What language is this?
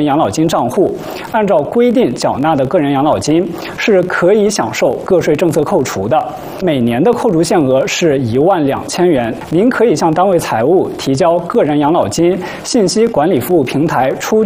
Chinese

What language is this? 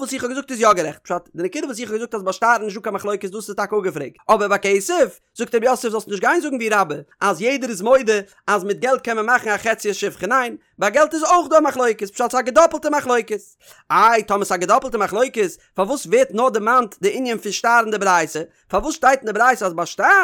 Yiddish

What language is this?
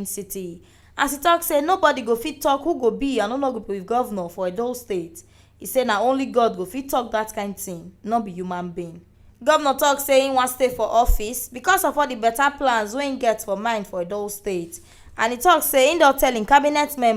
Nigerian Pidgin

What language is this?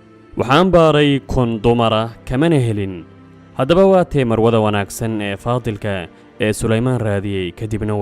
Somali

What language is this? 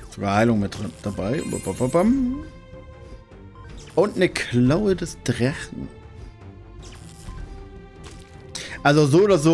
German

